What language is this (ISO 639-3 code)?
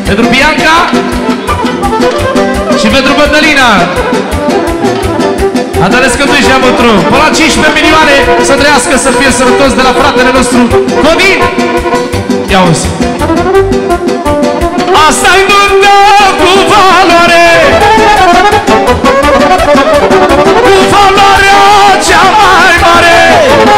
ron